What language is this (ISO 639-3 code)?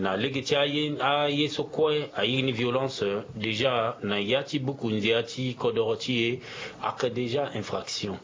sag